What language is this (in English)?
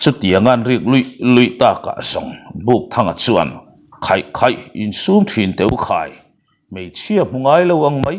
Mizo